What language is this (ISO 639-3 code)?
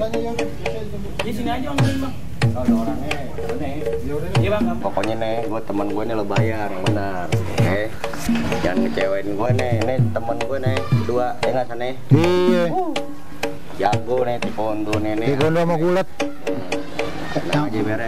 bew